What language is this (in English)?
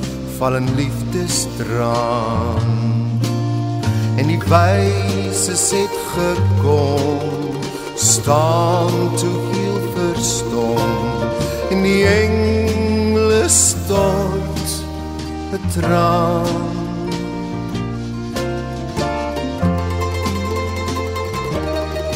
Afrikaans